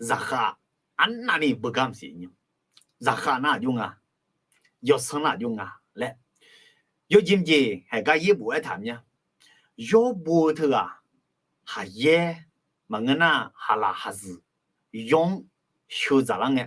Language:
Akha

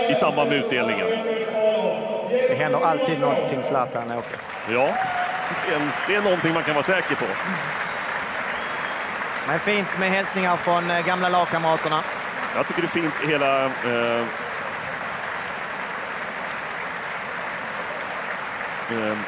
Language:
Swedish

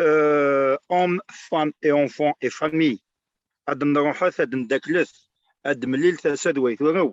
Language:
Kabyle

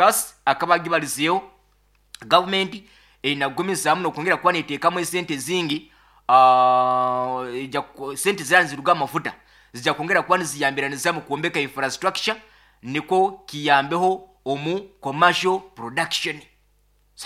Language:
Nyoro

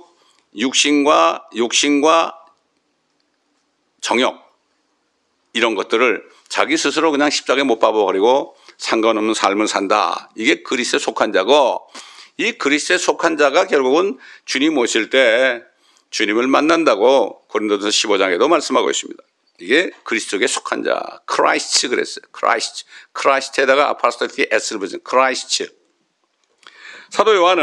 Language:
Korean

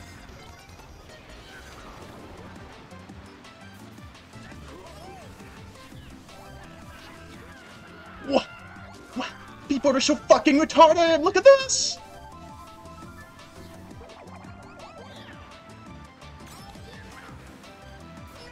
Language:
English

